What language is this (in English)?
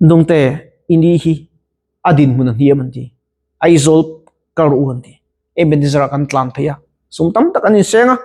Mizo